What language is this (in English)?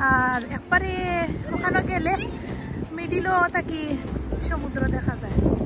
Sylheti